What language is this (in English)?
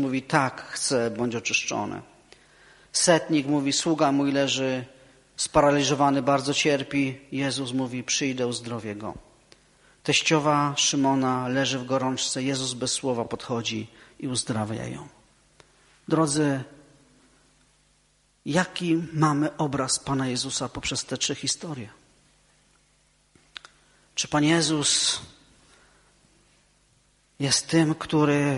Polish